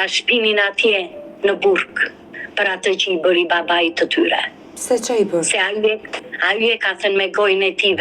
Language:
Albanian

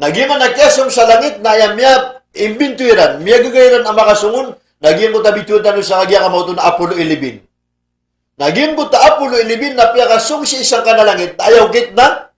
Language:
Maranao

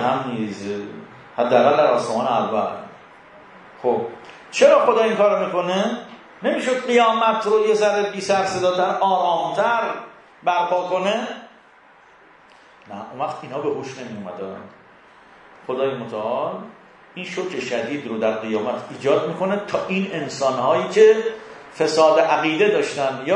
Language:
Persian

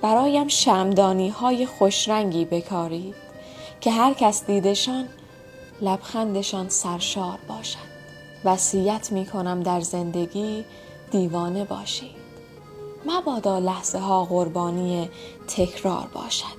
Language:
Tajik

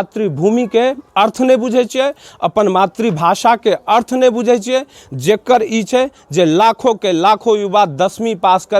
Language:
Maithili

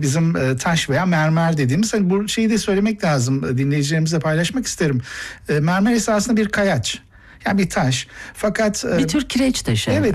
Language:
Turkish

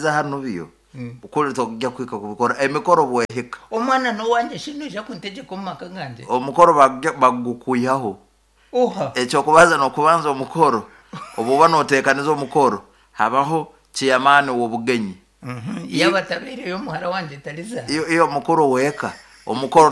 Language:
Nyoro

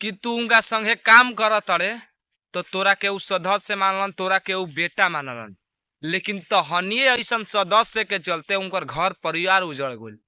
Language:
Bhojpuri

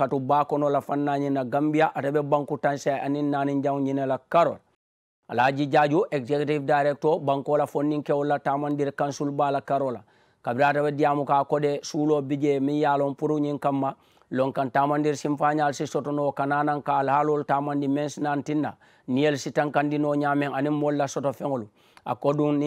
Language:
Mandingo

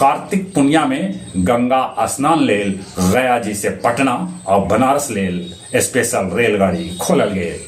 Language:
Magahi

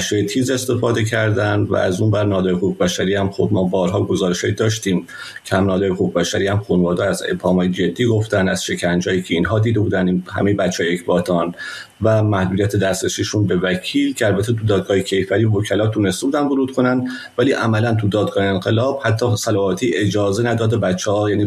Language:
Persian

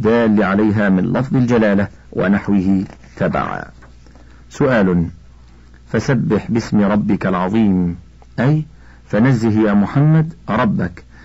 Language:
Arabic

